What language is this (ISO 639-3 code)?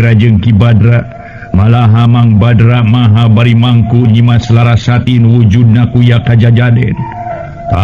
sun